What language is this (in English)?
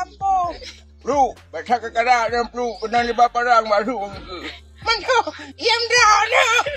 Achinese